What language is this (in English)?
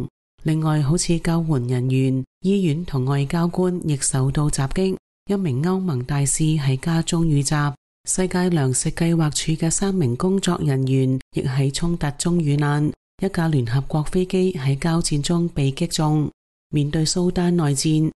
Cantonese